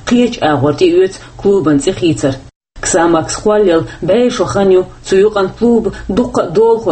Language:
Chechen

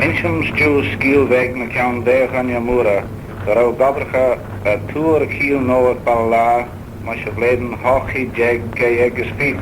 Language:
Manx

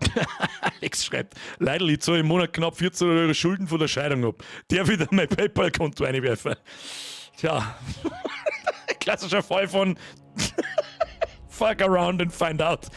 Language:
Bavarian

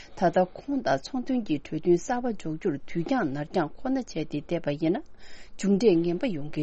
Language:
Tibetan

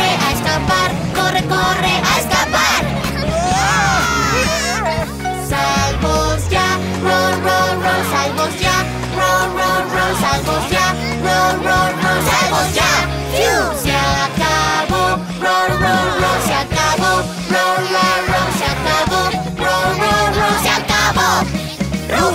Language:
Spanish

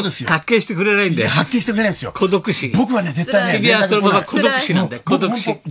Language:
Japanese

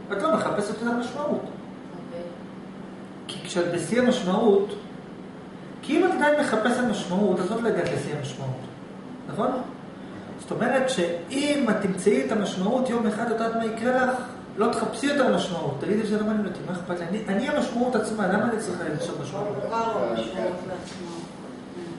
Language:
Hebrew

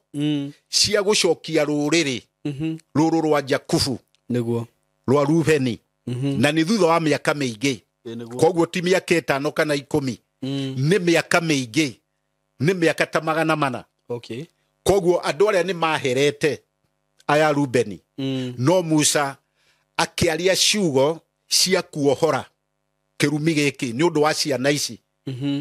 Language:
Kikuyu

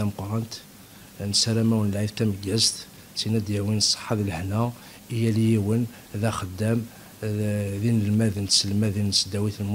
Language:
Kabyle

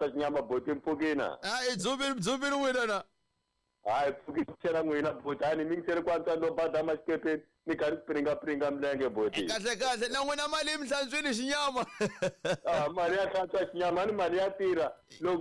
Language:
Tsonga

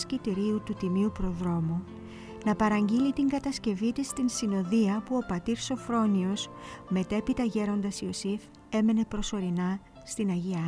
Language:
Greek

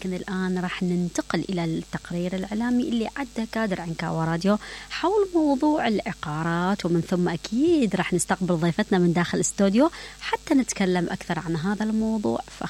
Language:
Mesopotamian Arabic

